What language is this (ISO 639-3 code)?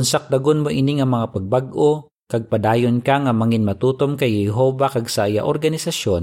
hil